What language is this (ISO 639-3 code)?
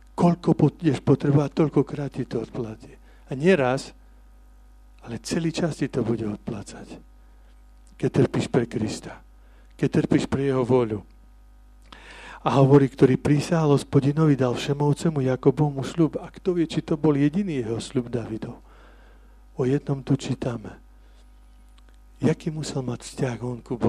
slk